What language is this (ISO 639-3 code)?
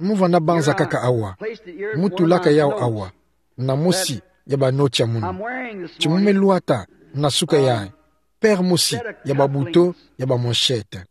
ktu